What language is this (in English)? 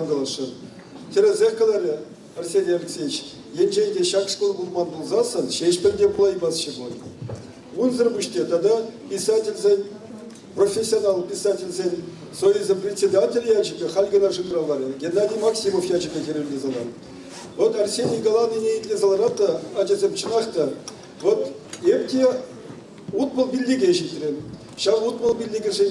Chuvash